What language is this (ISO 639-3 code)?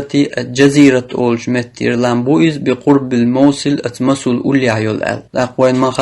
che